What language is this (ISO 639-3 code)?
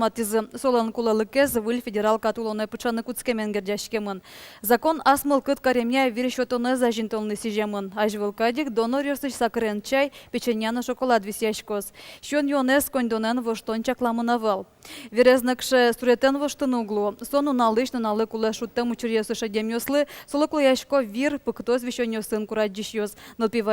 udm